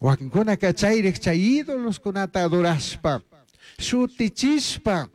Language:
Chimborazo Highland Quichua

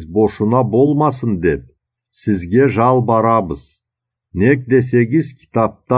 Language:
Karachay-Balkar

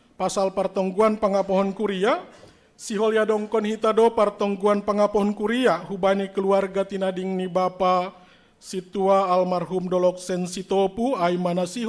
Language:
Batak Simalungun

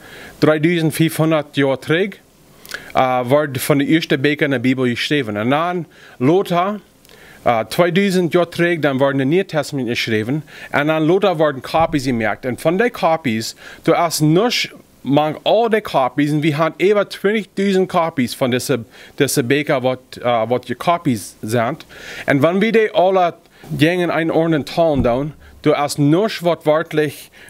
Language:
Plautdietsch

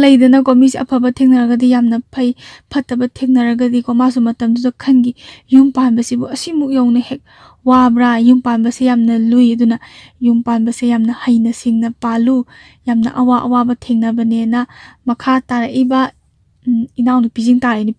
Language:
Manipuri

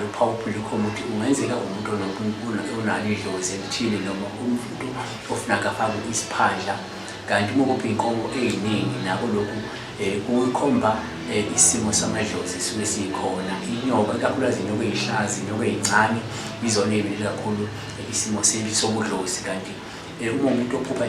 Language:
Zulu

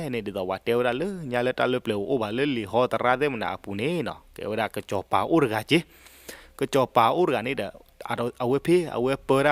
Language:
S'gaw Karen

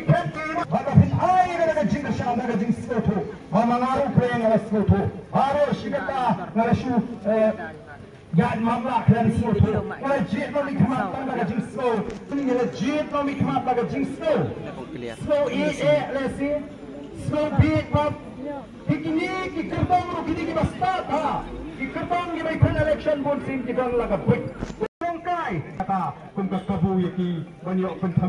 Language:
Khasi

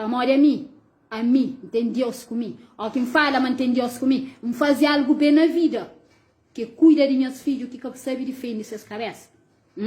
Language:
Kabuverdianu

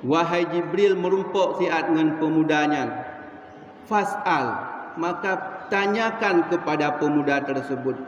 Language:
Achinese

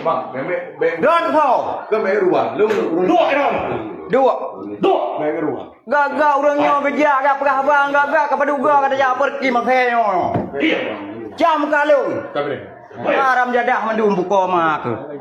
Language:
Achinese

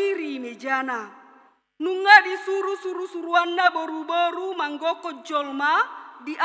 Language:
Batak Toba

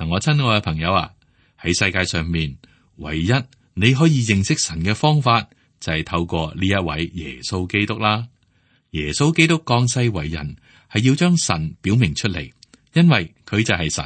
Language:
Cantonese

